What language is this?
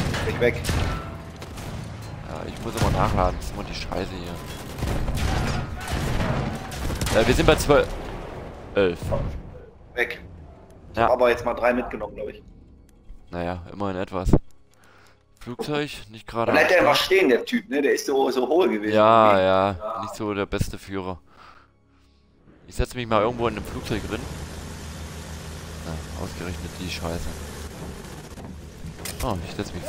German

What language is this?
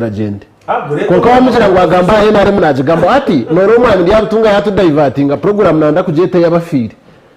Nyankole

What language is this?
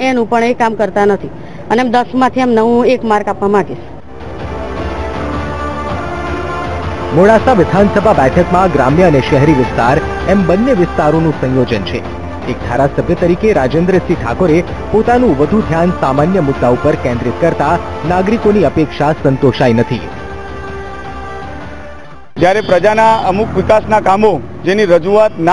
Gujarati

